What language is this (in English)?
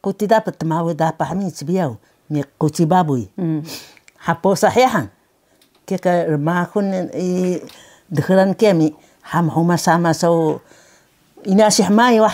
Taroko